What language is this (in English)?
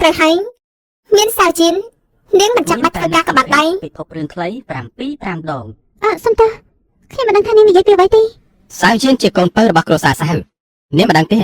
Khmer